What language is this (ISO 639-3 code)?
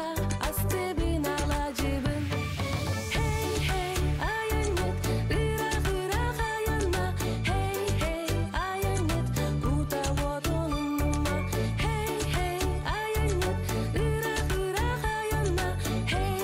sah